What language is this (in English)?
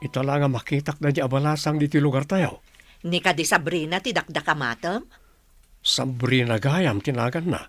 Iloko